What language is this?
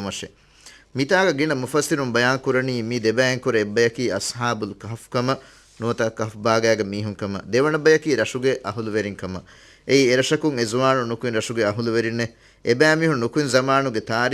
Divehi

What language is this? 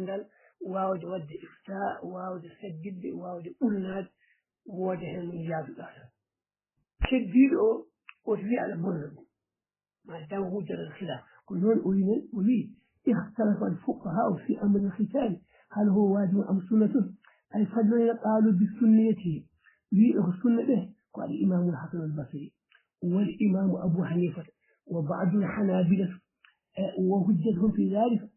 Fula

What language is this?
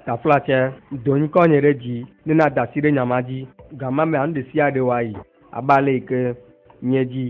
Ewe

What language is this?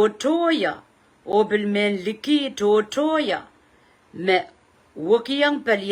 Pohnpeian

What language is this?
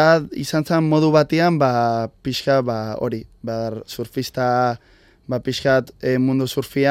Basque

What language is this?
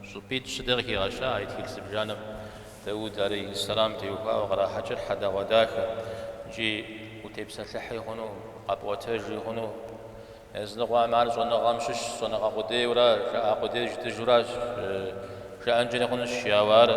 Kabardian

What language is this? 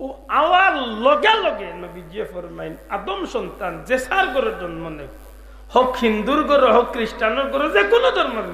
Sylheti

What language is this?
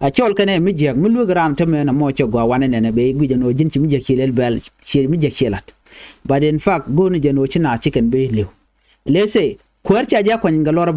Nuer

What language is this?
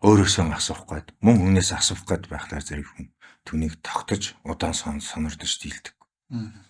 Mongolian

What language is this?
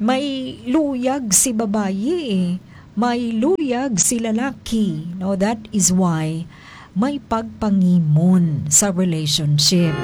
Hiligaynon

